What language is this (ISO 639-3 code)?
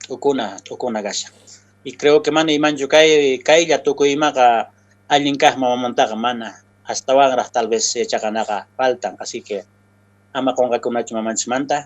que